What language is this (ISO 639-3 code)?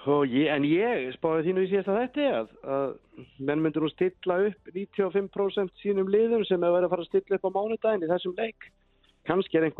isl